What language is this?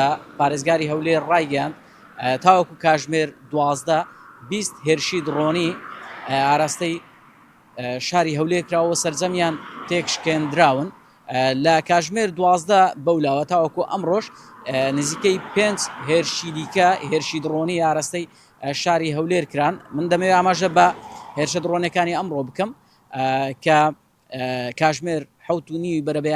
Central Kurdish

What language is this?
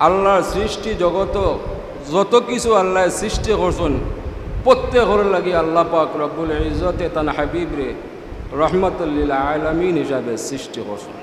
Sylheti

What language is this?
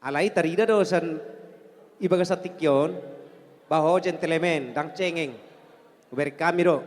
Batak Toba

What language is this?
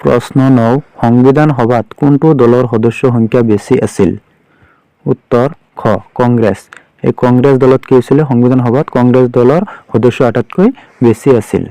Assamese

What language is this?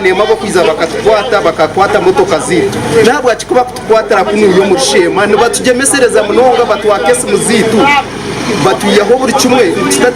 Nyankole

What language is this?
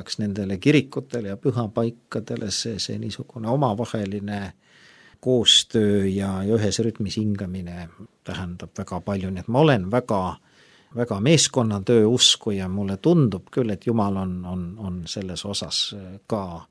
Estonian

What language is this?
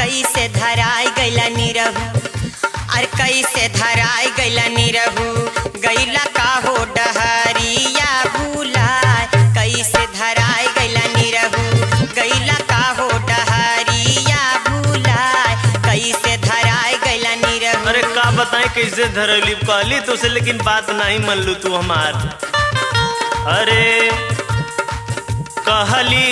Bhojpuri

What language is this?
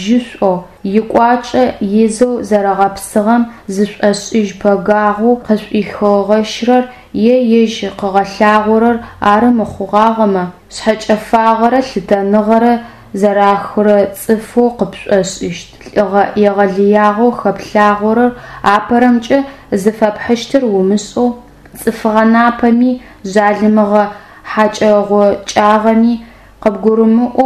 Adyghe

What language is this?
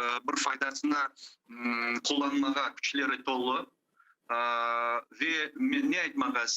Crimean Tatar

